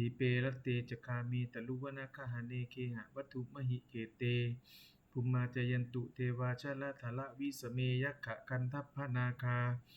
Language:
Pali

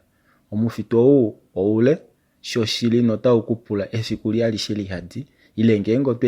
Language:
Kuanyama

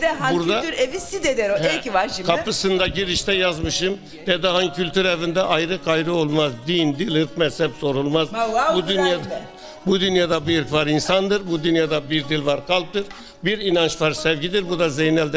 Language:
Zaza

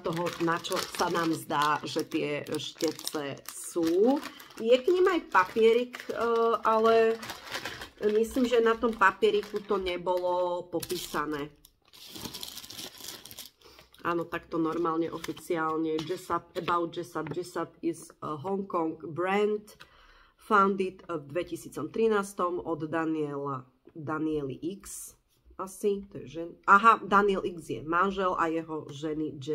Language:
Slovak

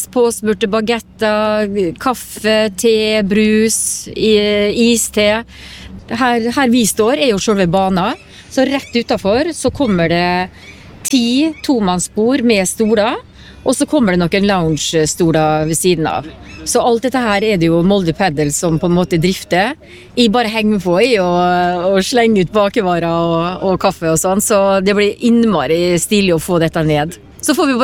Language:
Norwegian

